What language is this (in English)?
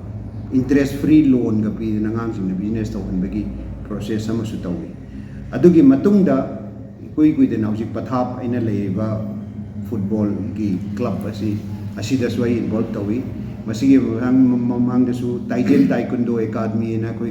Manipuri